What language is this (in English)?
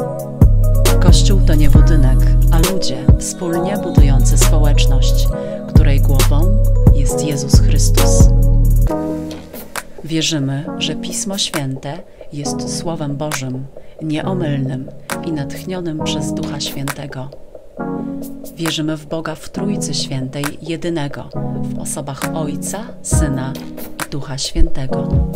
Polish